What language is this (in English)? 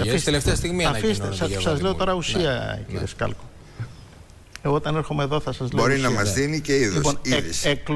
Greek